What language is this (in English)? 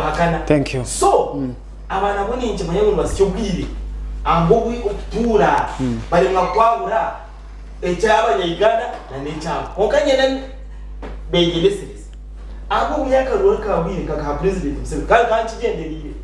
Nyankole